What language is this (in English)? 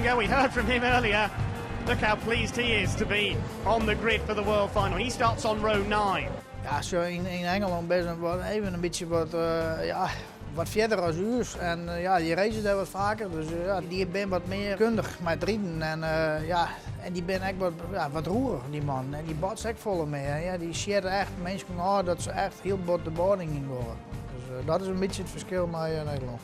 Western Frisian